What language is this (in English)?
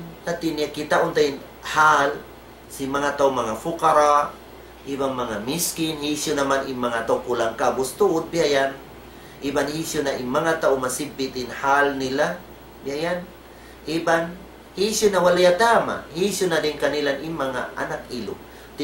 Tausug